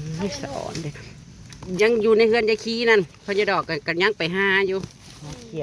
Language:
Northeastern Thai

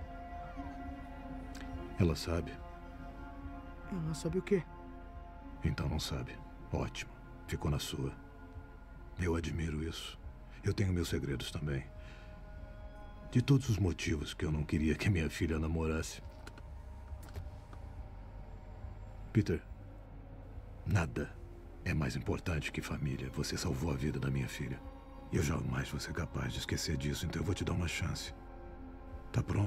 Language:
Portuguese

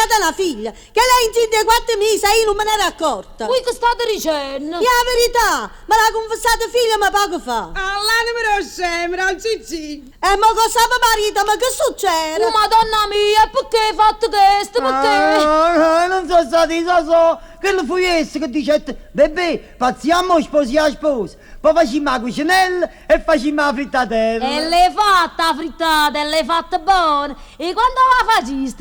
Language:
Neapolitan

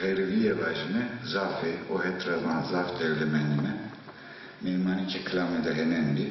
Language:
Zaza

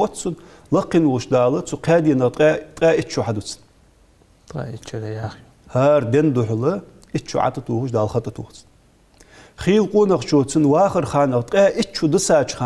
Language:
Ingush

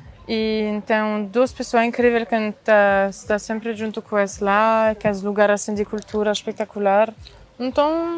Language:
Kabuverdianu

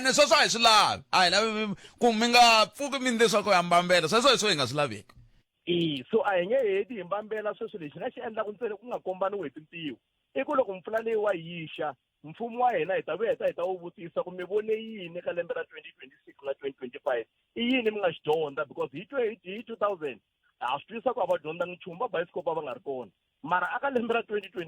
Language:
Tsonga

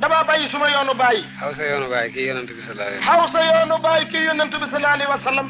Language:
Wolof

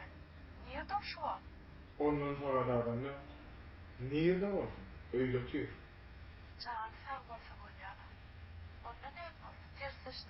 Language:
Turkmen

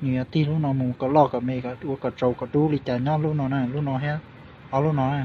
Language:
Hmong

